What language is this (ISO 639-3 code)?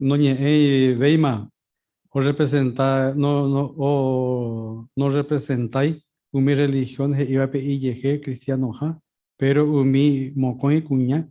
grn